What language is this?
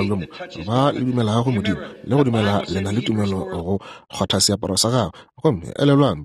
Northern Sotho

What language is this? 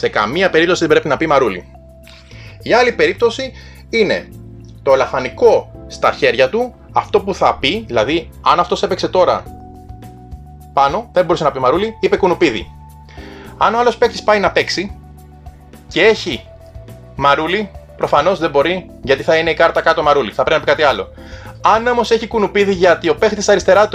Greek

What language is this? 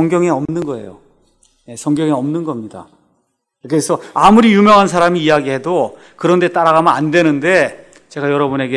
Korean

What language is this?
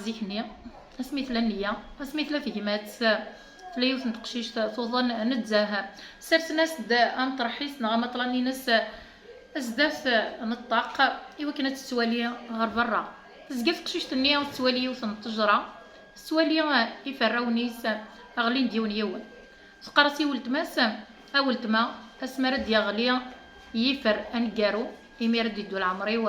Kabyle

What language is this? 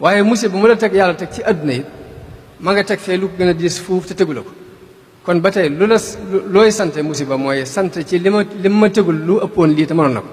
Wolof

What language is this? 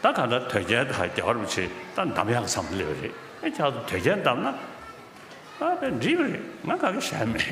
Tibetan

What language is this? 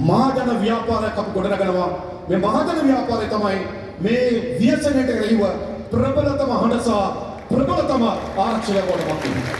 Sinhala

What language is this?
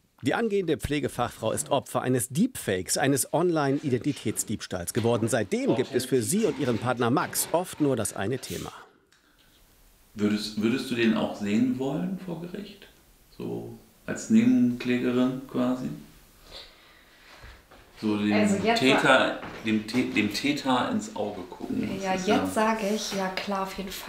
German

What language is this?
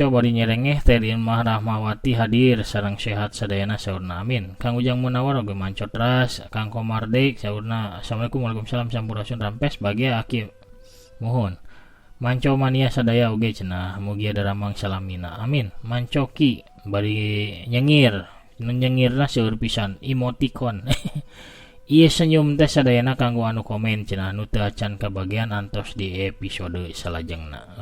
Sundanese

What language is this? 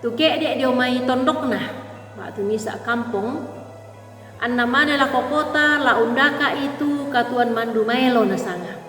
Toraja-Sa'dan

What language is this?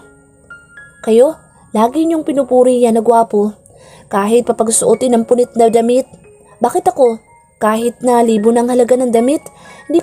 Filipino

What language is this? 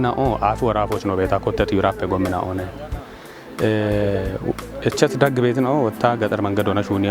Kafa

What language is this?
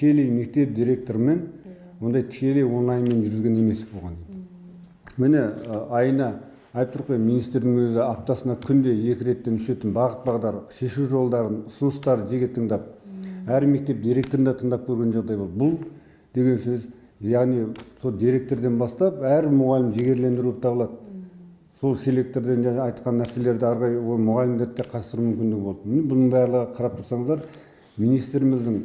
Kazakh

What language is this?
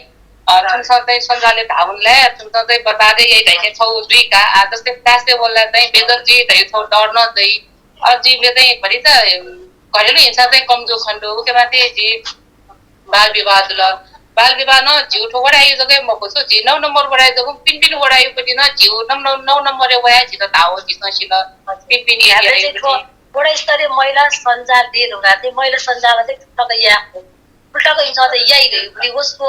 Newari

